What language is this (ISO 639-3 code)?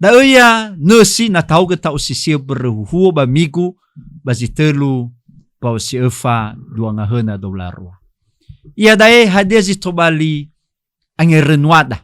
nia